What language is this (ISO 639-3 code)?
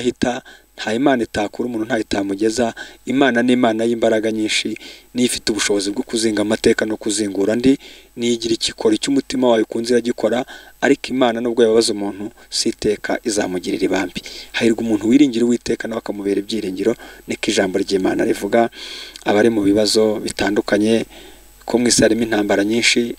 kin